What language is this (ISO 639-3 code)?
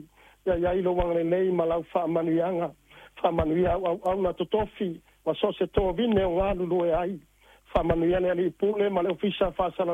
smo